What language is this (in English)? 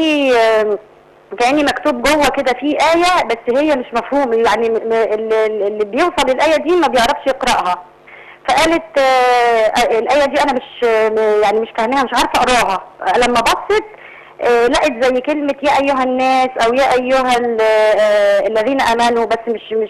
Egyptian Arabic